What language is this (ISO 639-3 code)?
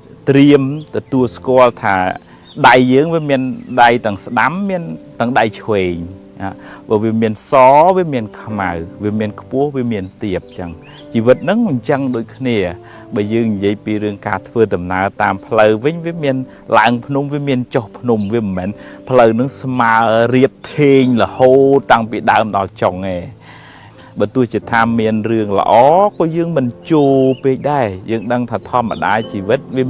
khm